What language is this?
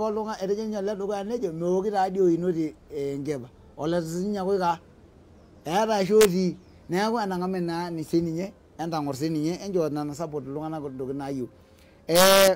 Masai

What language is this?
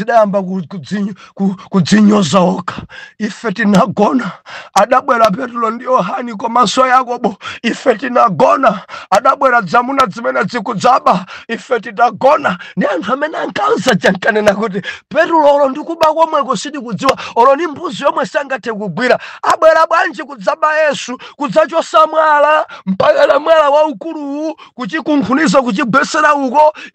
Nyanja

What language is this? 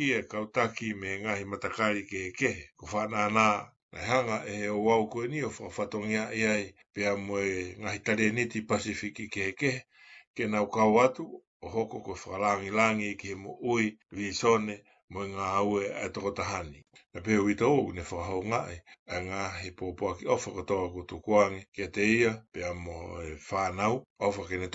Tongan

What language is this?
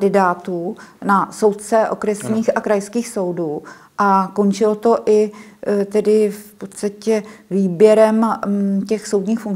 Czech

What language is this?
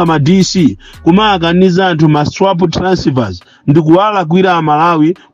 Nyanja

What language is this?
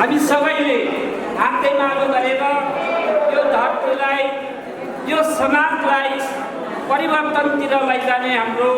Nepali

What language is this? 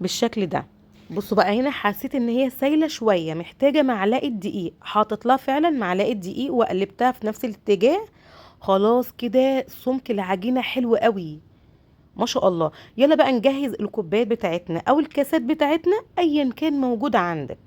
Egyptian Arabic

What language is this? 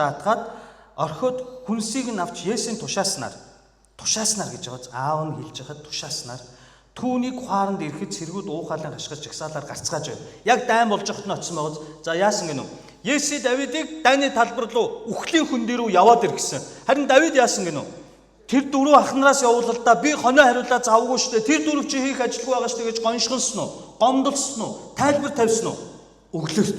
Mongolian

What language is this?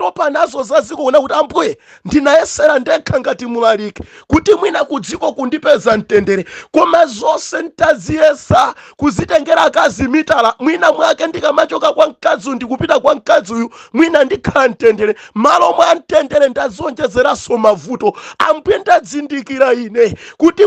Nyanja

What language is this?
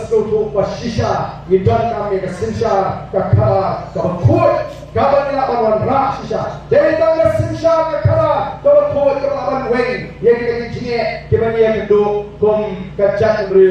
Khasi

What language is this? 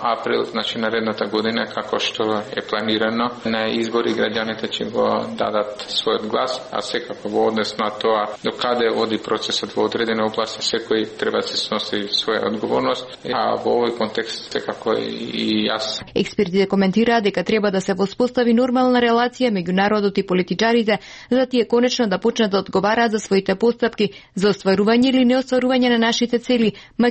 Macedonian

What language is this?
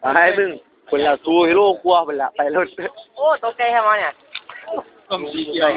Northeastern Thai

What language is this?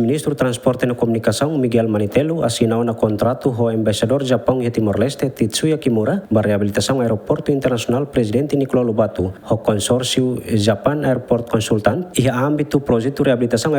Tetum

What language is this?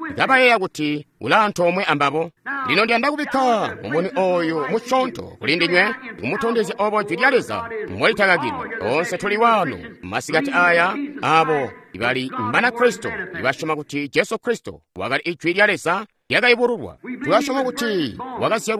Tonga (Zambia)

